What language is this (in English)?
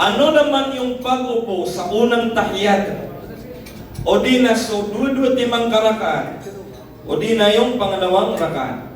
Maranao